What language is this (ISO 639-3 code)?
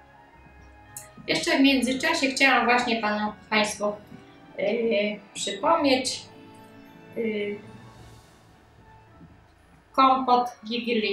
pol